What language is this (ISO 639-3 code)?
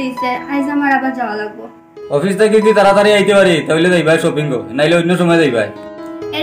syl